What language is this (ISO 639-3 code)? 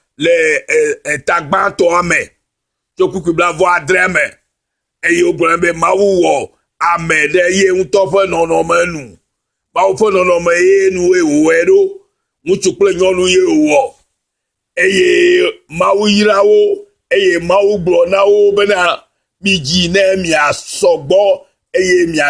ewe